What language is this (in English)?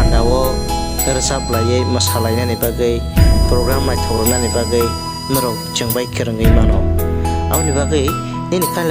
Kok Borok